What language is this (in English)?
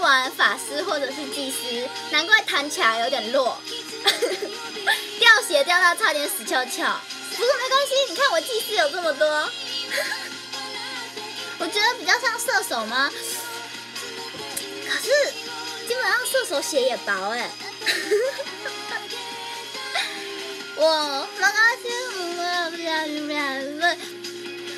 Chinese